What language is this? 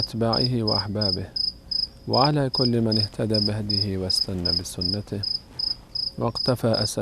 Persian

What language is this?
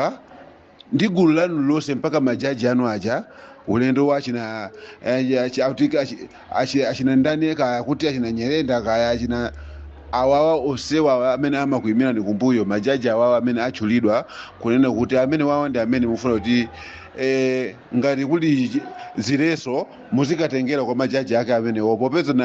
Nyanja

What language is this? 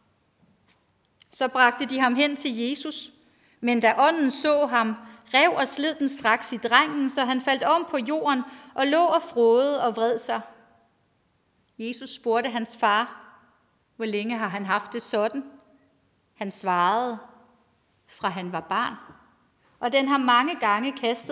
Danish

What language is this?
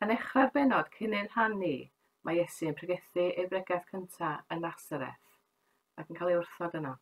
Welsh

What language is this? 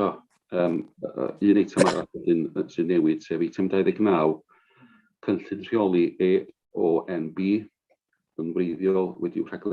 Welsh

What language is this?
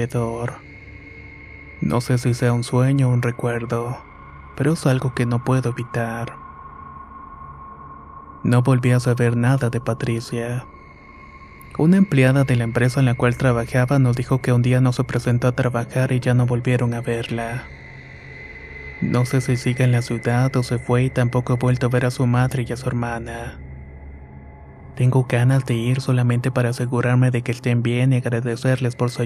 Spanish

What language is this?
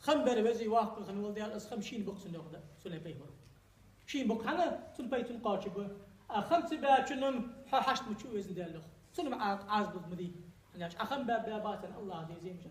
Ingush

